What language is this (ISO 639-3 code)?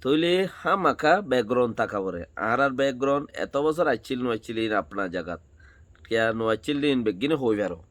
rhg